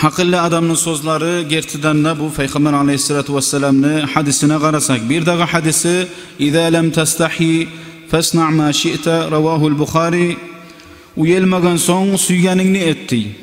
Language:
Kumyk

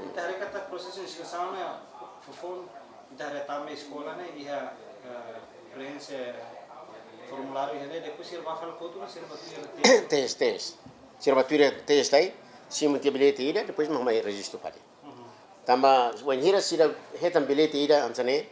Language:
Tetum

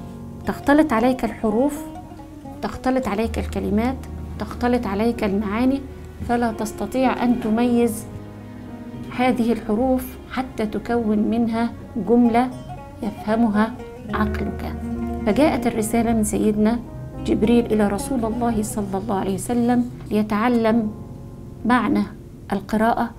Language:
Arabic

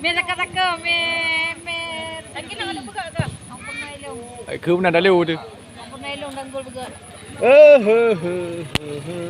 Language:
Achinese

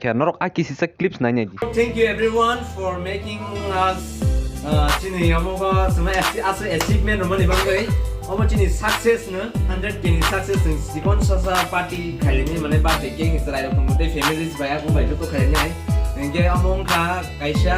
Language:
Kok Borok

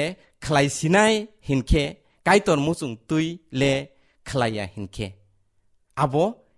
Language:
Kok Borok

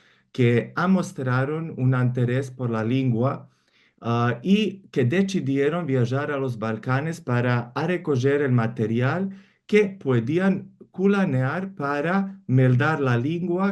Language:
Ladino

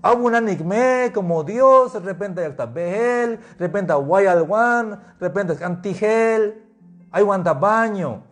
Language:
Tzeltal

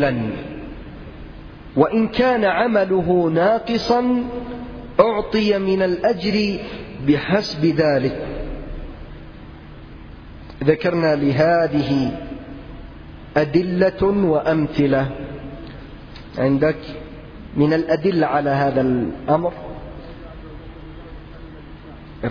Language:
Arabic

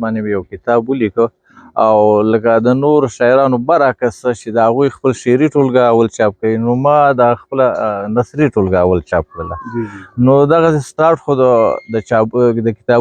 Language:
Pashto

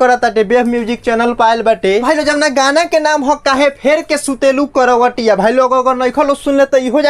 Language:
Bhojpuri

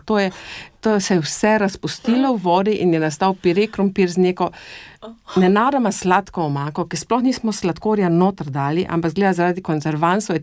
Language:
Slovenian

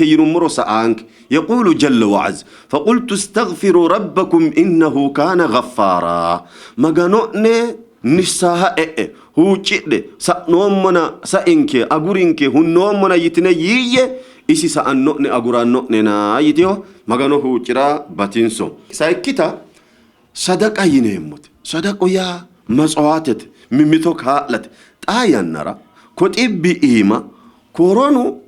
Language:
Sidamo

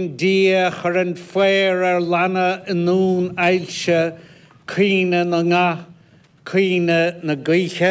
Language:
Irish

